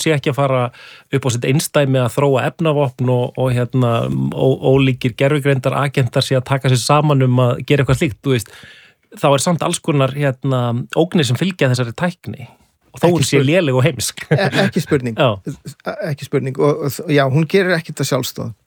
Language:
Icelandic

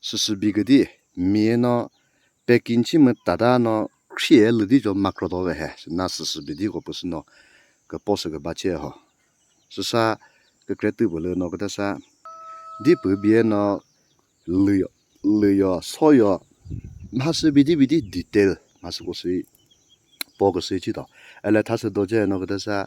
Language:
Chokri Naga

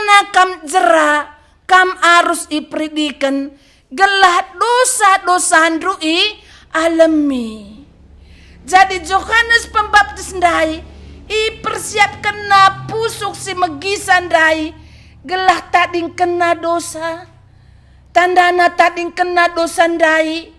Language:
Batak Karo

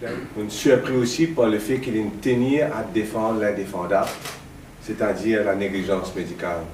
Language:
Morisyen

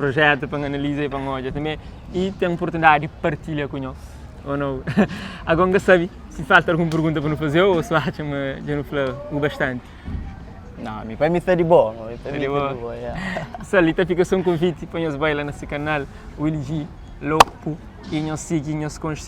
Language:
Kabuverdianu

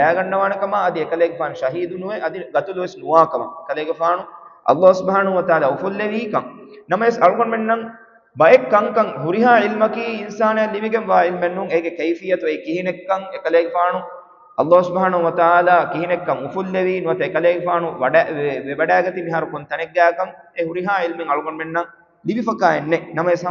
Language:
Divehi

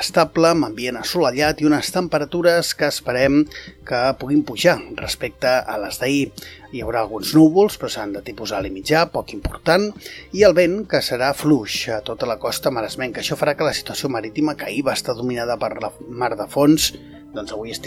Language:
Catalan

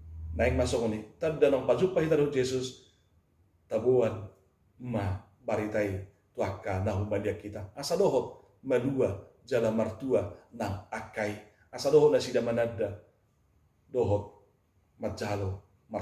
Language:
Batak Toba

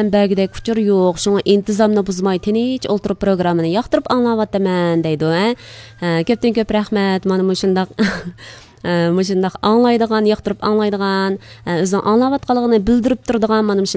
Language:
Uyghur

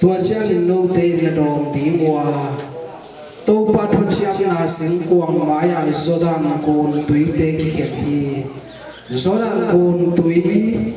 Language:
Tedim Chin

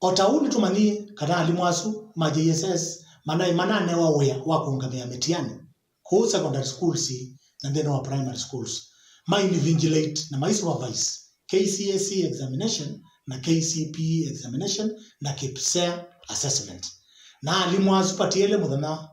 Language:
Kamba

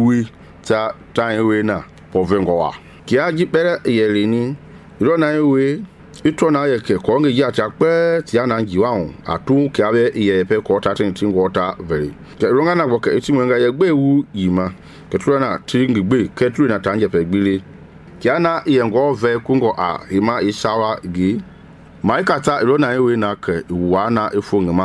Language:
Mende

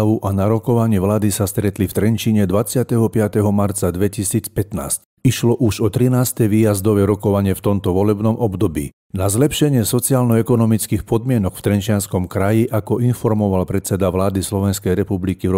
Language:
Slovak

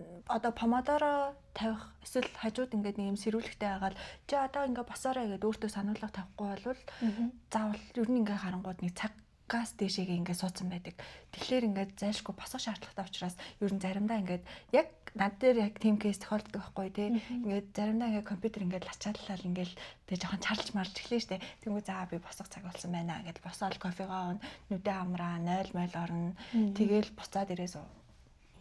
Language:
Mongolian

